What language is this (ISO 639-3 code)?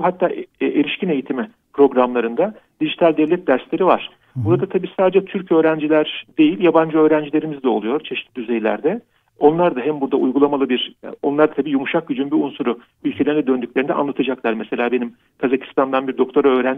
tur